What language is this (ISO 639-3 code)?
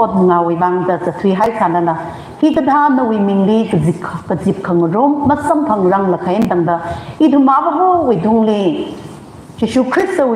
nmf